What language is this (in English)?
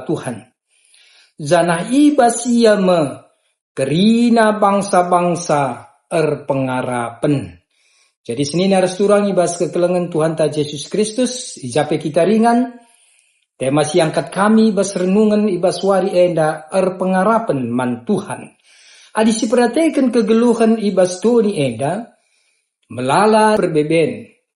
Batak Karo